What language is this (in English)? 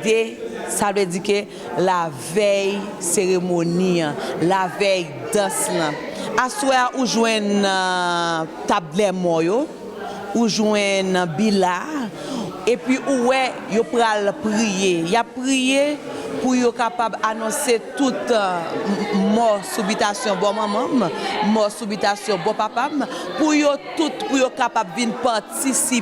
Haitian Creole